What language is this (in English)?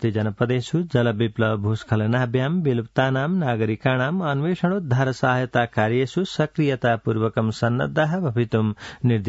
Sanskrit